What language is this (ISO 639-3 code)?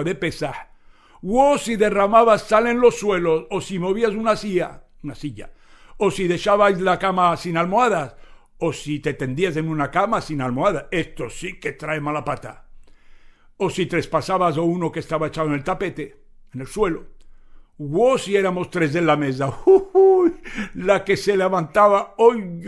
lad